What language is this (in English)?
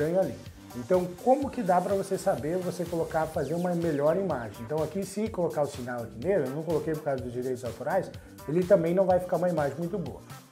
Portuguese